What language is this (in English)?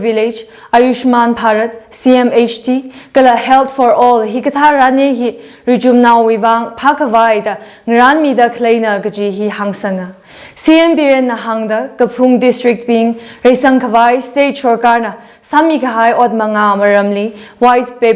Tangkhul Naga (India)